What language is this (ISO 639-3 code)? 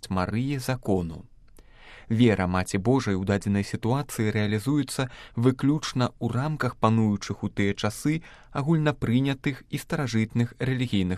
bel